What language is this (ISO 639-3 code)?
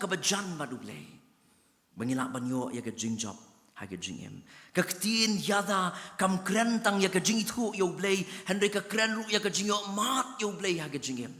kha